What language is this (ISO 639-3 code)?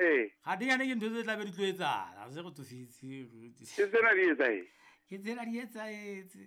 sot